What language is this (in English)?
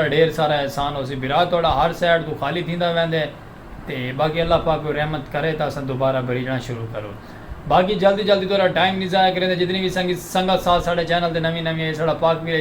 Saraiki